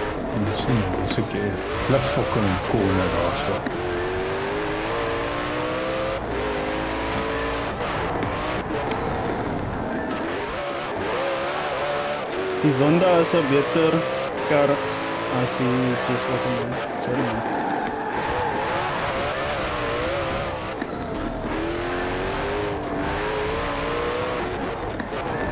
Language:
Afrikaans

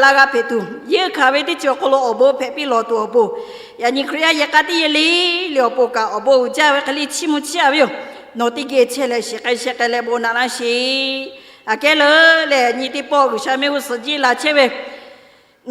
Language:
Lahu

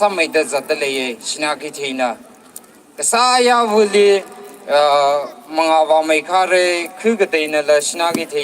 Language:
Tangkhul Naga (India)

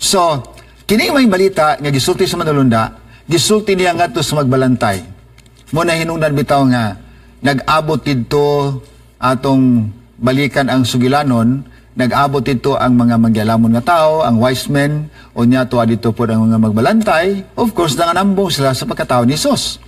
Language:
Cebuano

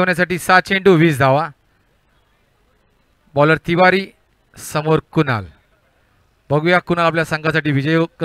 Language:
Marathi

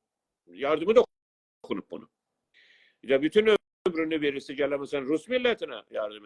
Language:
South Azerbaijani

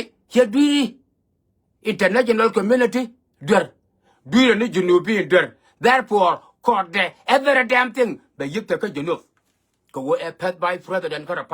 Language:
Nuer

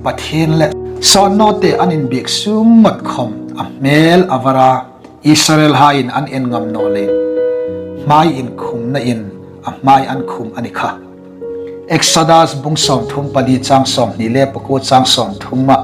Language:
Hmar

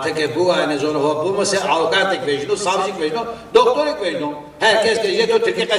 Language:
Zaza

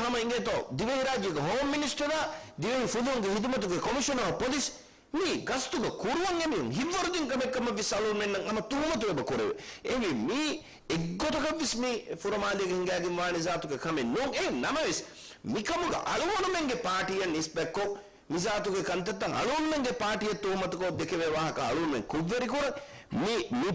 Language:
Divehi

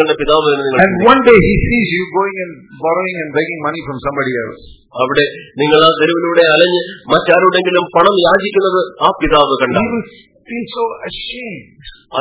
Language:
Malayalam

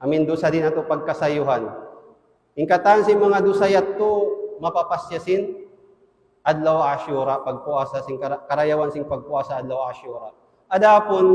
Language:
Tausug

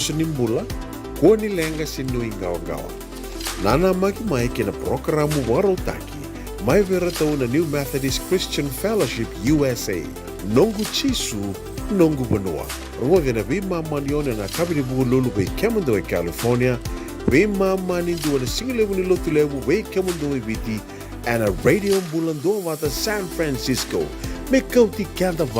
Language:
Fijian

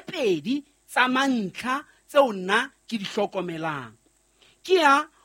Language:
Southern Sotho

